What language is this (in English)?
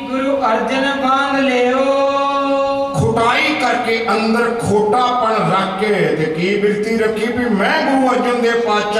Punjabi